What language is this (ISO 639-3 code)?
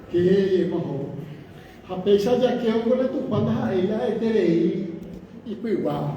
grn